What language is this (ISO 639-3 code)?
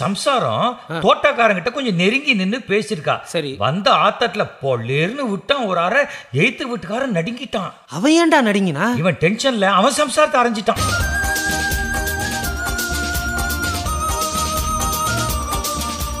tam